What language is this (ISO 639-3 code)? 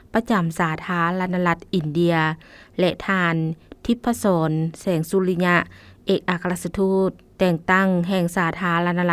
lao